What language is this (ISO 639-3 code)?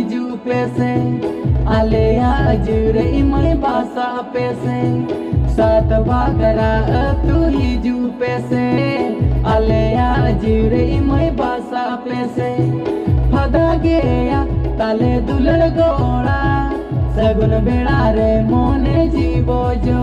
sat